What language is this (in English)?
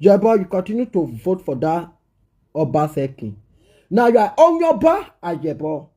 Nigerian Pidgin